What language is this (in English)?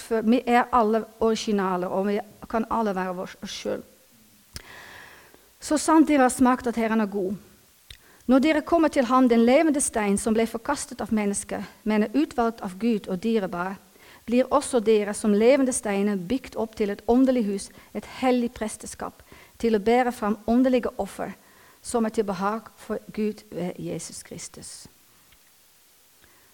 Norwegian